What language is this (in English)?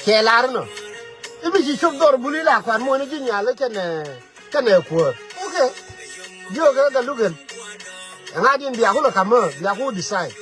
Nuer